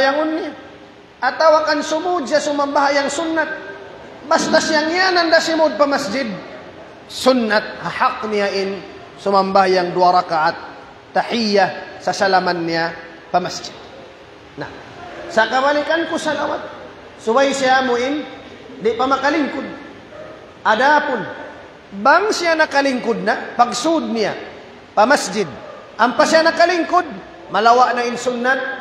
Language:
Tausug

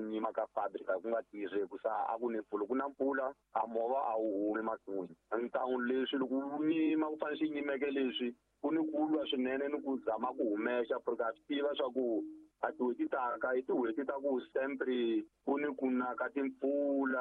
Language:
Tsonga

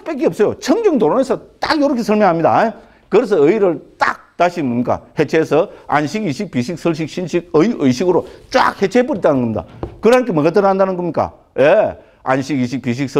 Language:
Korean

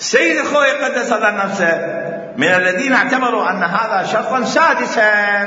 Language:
Mesopotamian Arabic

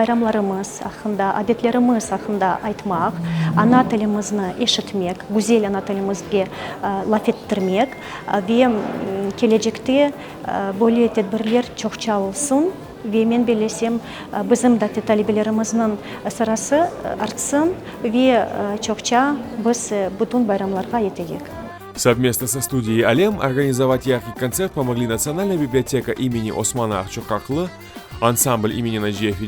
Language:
Crimean Tatar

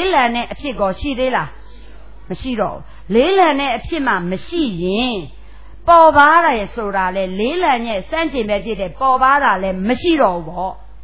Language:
Burmese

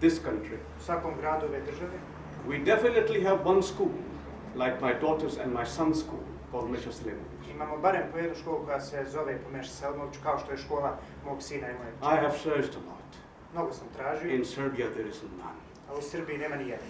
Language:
Bosnian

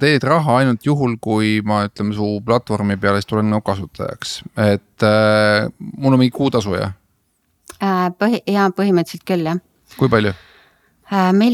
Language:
Estonian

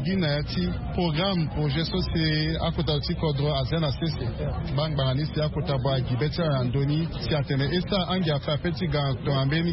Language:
Sango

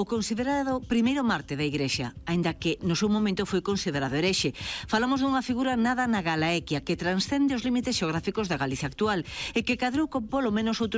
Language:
Galician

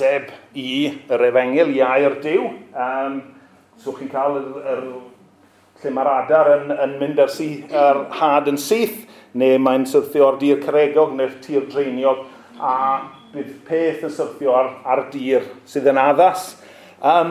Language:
Welsh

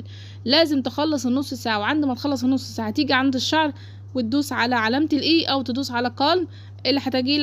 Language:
Egyptian Arabic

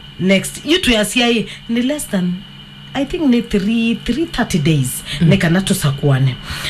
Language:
Kamba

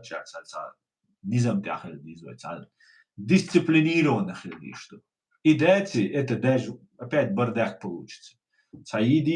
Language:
Chechen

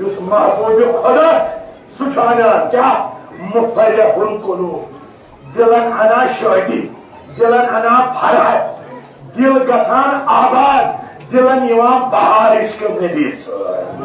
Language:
Kashmiri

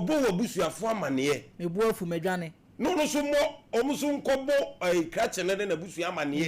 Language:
Akan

